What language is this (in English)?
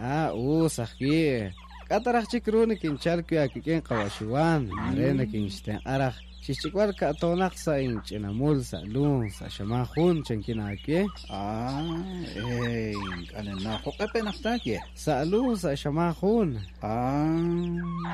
Kekchí